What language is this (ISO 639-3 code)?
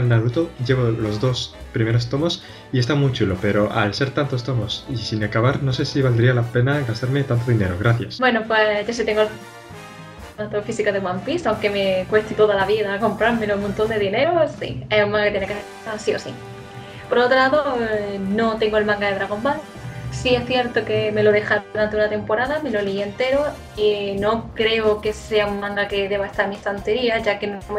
spa